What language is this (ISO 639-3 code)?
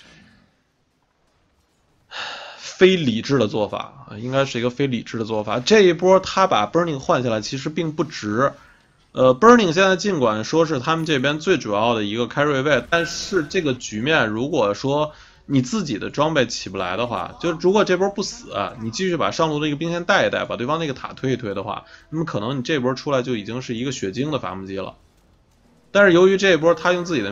zho